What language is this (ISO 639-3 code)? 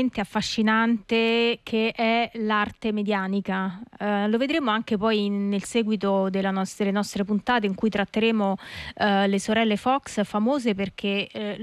ita